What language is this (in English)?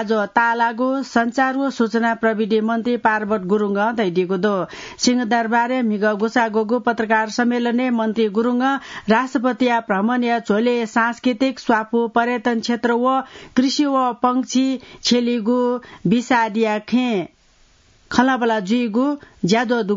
Newari